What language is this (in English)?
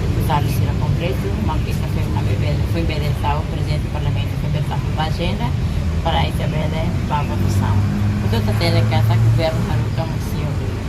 Tetum